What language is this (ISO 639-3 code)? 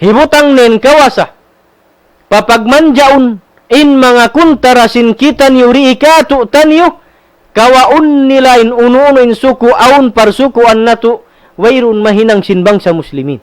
tsg